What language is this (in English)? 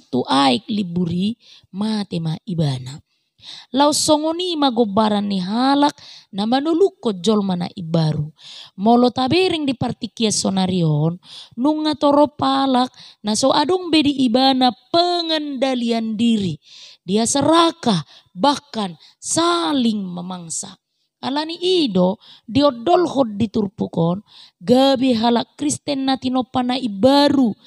Batak Toba